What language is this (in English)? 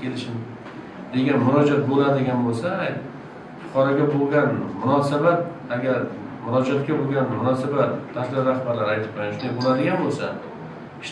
Uzbek